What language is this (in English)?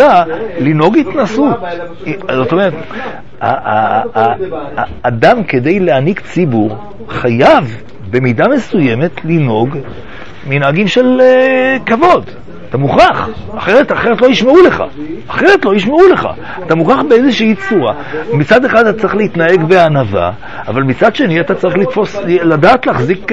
Hebrew